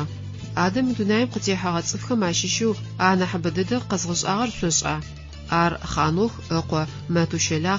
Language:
Adyghe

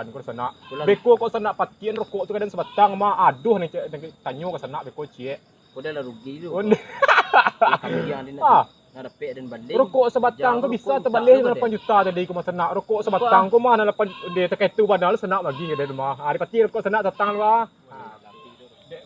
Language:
Minangkabau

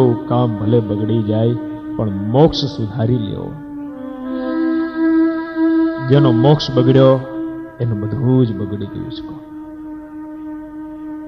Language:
Gujarati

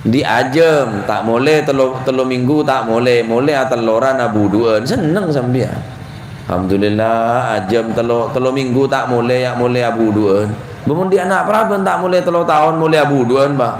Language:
Madurese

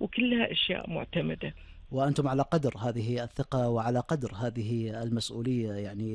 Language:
Gulf Arabic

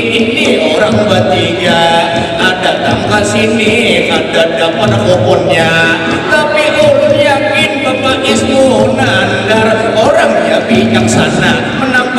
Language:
Banjar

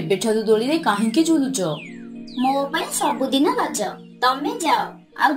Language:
Odia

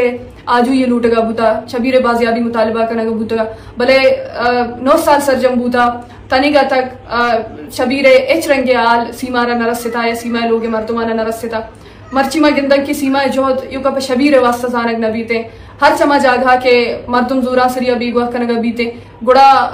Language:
Baluchi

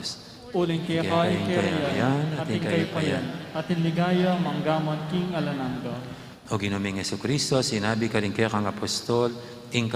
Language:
Pampanga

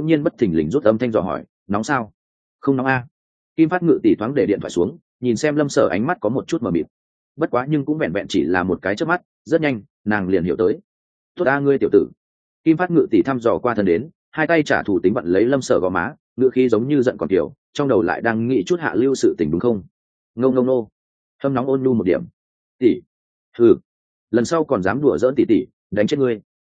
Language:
Vietnamese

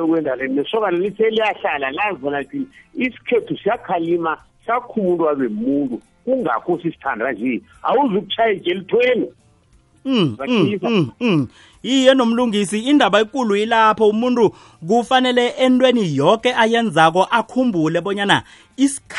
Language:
South Ndebele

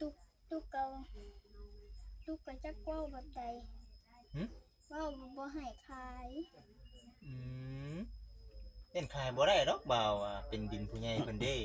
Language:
Northeastern Thai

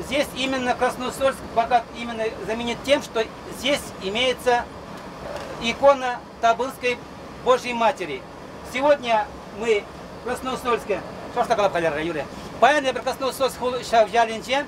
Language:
Chuvash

